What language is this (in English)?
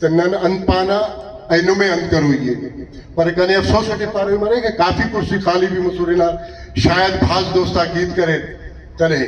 Brahui